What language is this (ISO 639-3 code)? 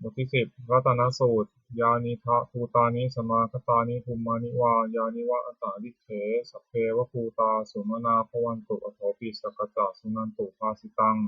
pli